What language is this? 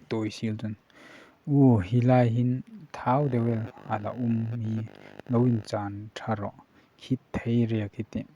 Hmar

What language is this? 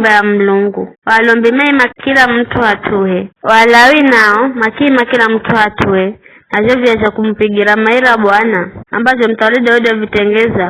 Giryama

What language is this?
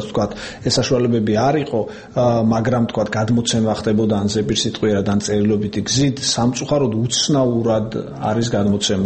Georgian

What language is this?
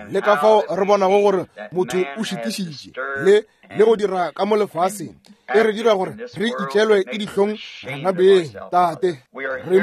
Northern Sotho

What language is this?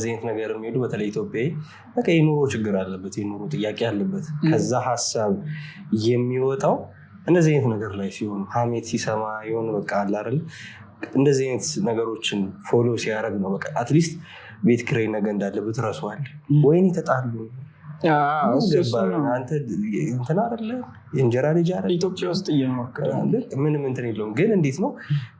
Amharic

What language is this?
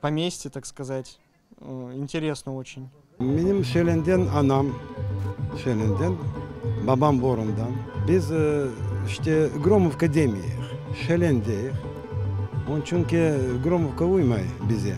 Crimean Tatar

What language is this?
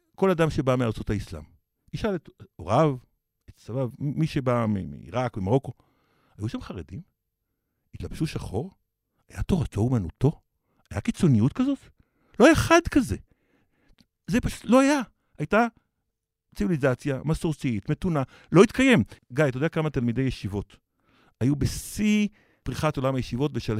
Hebrew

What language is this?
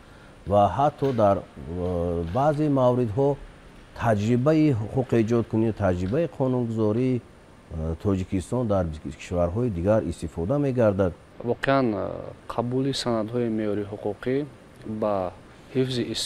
Tajik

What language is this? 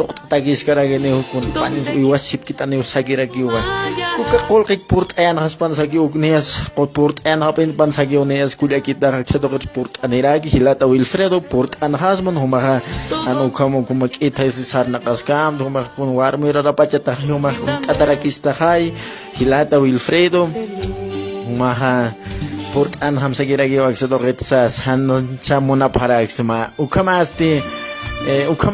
Aymara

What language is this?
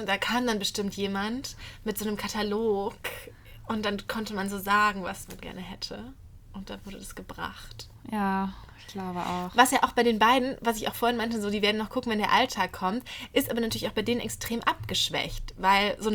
German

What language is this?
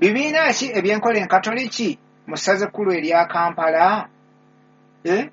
Ganda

